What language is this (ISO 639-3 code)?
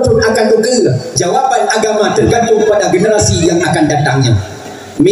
ace